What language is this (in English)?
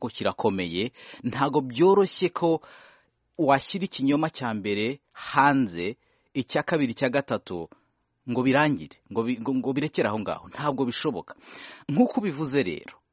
Kinyarwanda